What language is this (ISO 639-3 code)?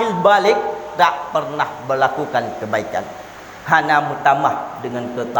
ace